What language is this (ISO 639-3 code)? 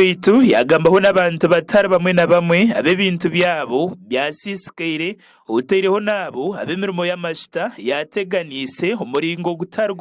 nyn